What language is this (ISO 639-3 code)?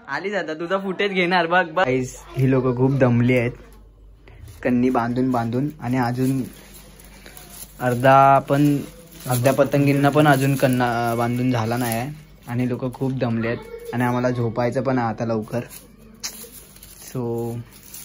mar